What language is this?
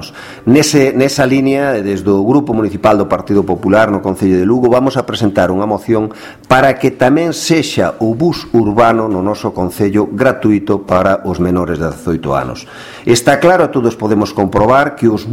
Galician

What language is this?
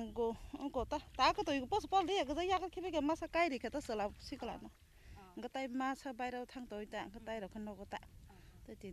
Kok Borok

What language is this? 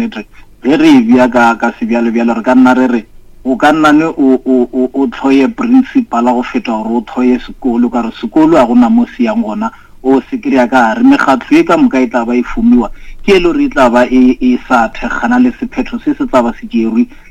Northern Sotho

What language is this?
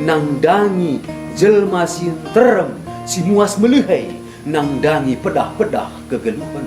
Batak Karo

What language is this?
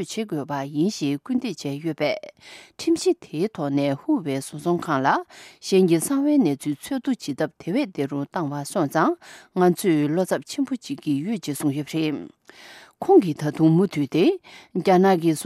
Tibetan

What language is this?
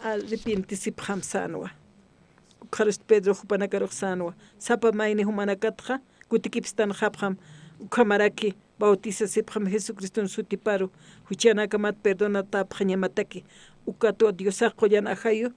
Aymara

